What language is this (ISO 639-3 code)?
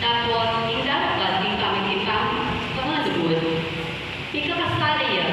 pam